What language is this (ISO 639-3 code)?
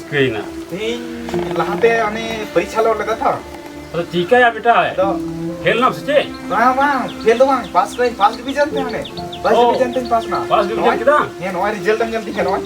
sat